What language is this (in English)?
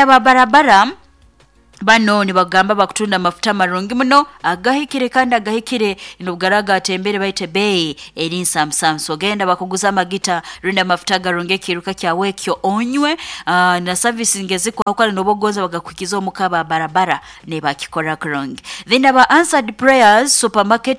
Nyoro